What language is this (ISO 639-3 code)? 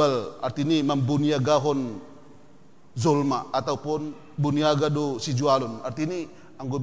bts